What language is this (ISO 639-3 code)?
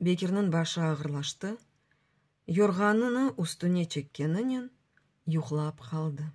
crh